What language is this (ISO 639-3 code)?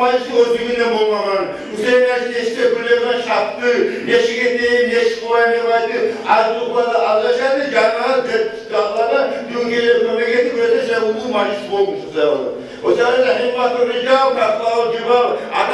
kum